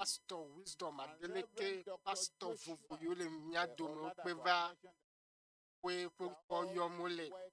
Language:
Ewe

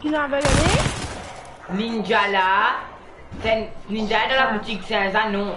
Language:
Morisyen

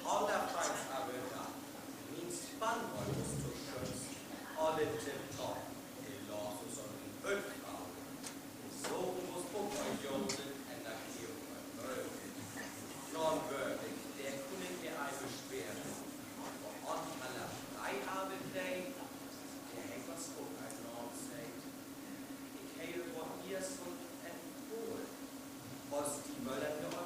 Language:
Northern Frisian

